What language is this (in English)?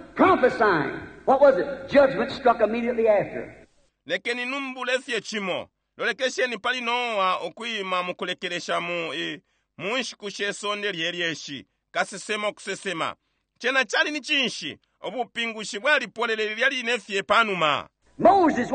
Bemba